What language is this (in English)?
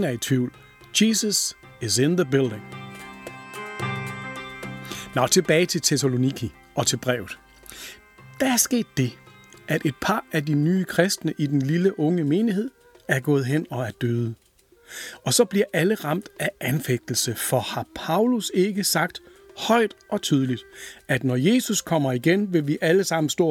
Danish